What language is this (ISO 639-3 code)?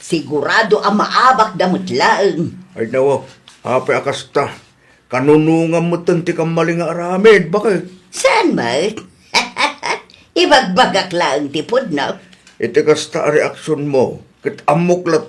ilo